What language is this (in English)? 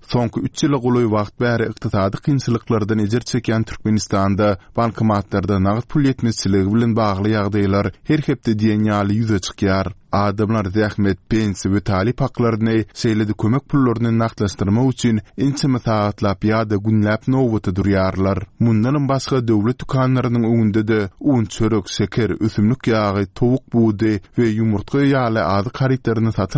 Turkmen